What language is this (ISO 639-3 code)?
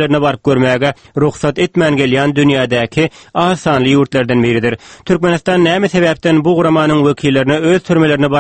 tuk